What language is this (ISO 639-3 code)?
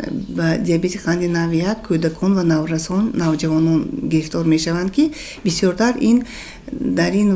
tgk